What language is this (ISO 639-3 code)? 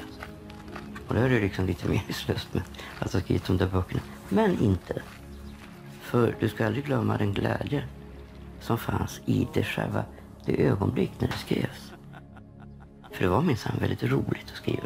swe